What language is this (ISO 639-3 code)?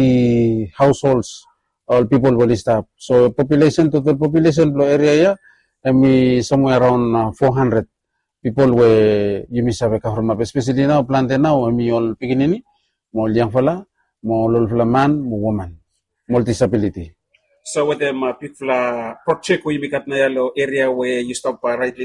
bis